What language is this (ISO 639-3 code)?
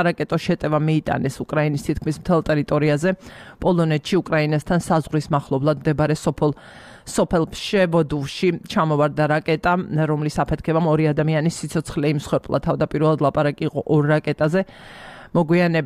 kat